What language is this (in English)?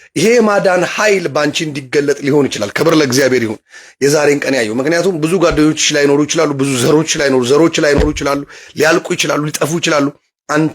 Amharic